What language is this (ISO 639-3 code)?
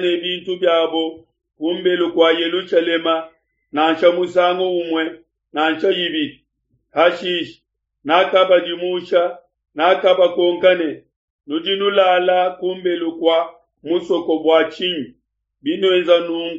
lua